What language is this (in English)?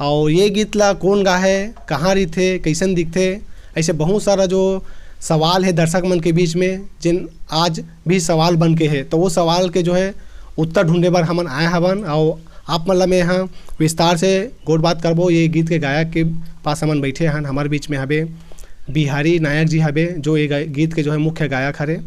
Chhattisgarhi